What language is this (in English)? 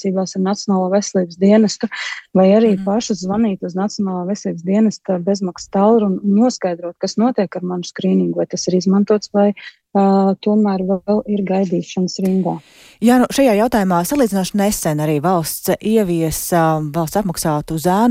Latvian